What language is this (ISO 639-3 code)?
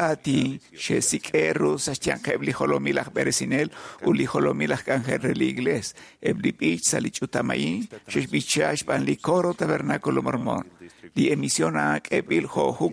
kek